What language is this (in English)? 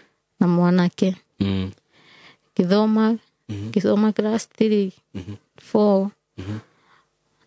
Kikuyu